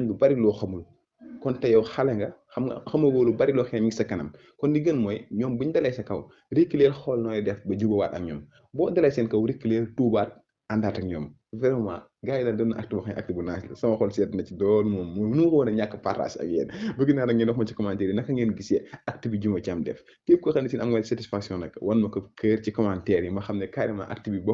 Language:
Wolof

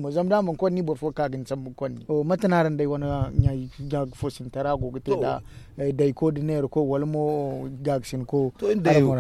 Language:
Zarma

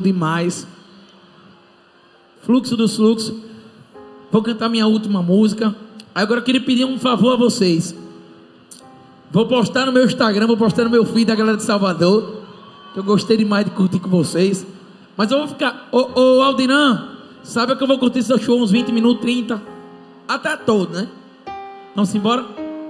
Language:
Portuguese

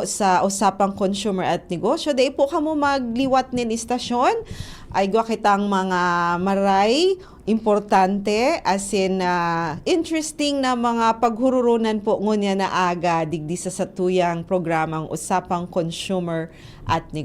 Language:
Bikol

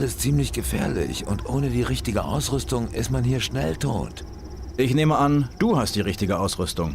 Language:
Bavarian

